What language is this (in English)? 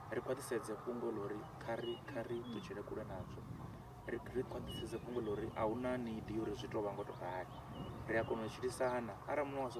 Venda